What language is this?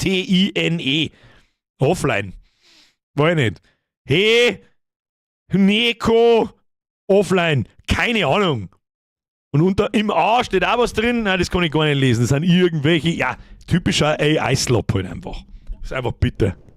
Bavarian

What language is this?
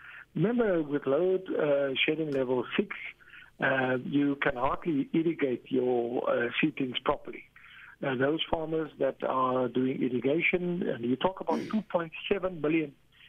English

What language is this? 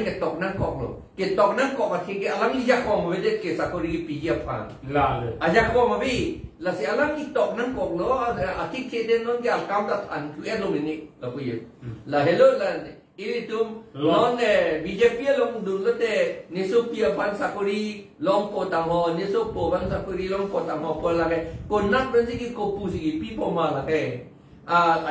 Karbi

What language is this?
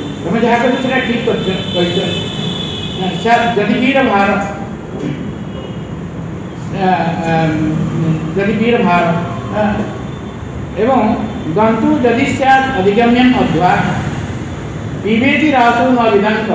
Odia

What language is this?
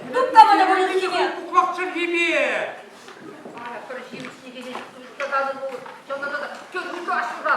Chuvash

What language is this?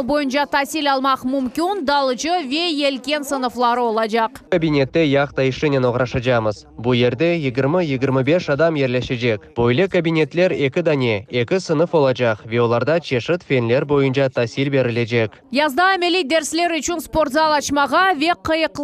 Crimean Tatar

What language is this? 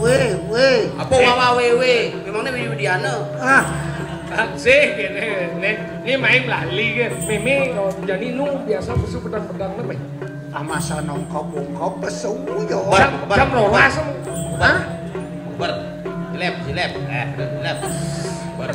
Balinese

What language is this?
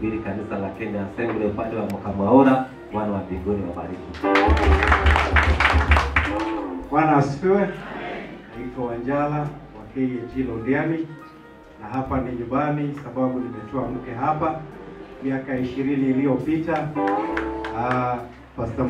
Swahili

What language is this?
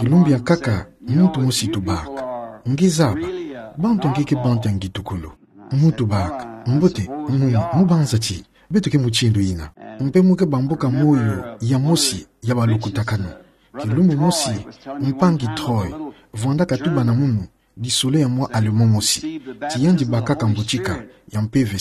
Kituba (Democratic Republic of Congo)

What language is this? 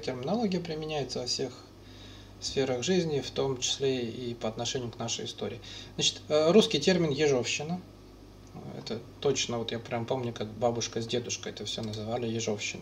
Russian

